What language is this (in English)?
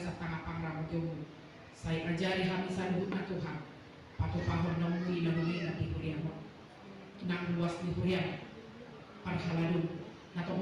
Batak Toba